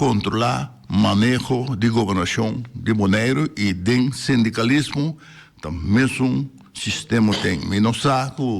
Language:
Papiamento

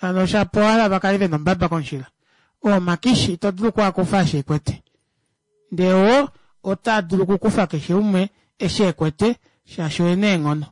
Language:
Kuanyama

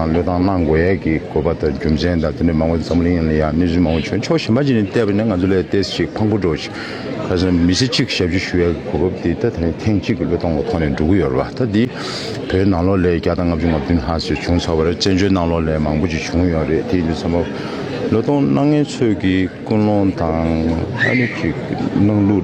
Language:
Tibetan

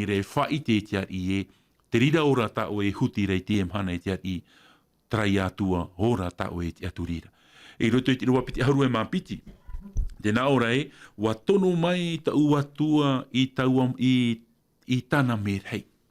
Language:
Tahitian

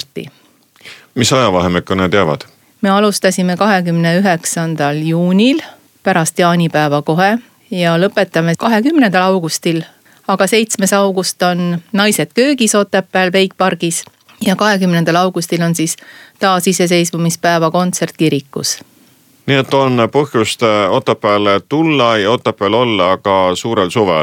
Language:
Estonian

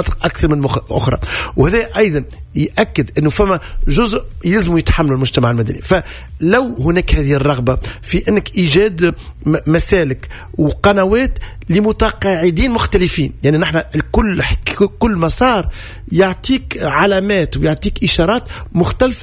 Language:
Tunisian Arabic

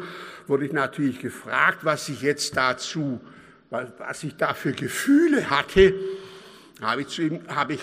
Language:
German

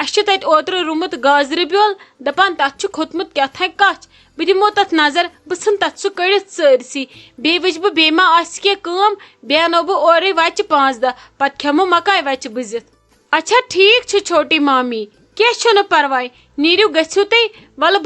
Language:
Kashmiri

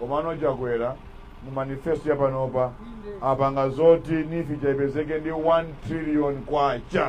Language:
Nyanja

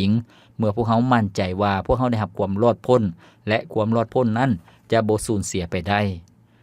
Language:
Lao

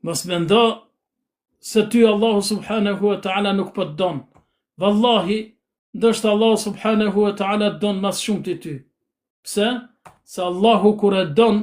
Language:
Albanian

